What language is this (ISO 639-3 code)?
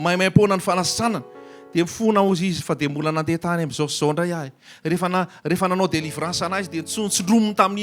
mlg